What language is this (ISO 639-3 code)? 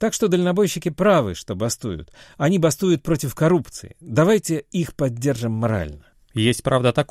rus